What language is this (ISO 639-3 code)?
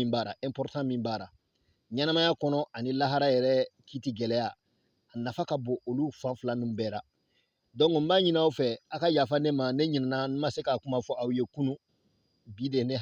bam